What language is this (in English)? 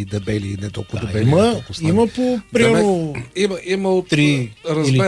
Bulgarian